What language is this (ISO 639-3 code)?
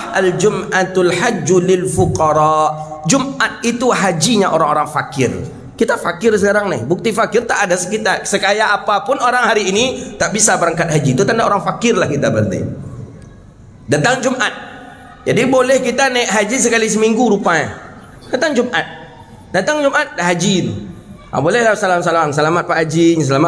msa